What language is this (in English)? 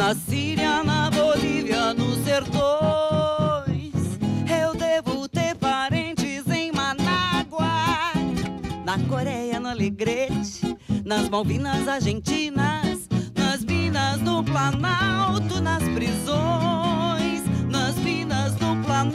Portuguese